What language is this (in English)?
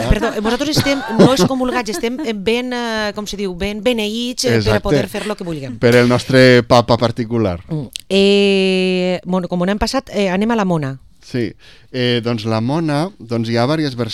Catalan